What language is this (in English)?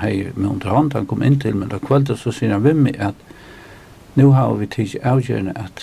Faroese